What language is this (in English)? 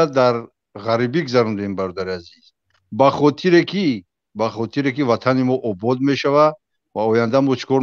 Tajik